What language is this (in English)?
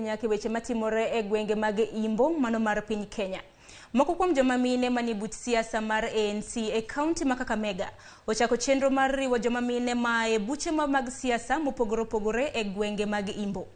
Luo (Kenya and Tanzania)